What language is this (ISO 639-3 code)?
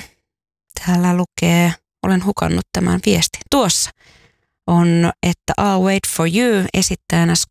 fin